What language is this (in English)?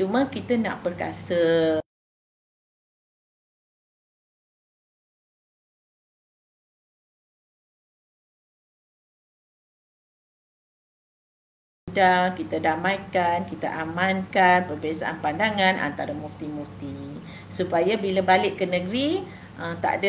Malay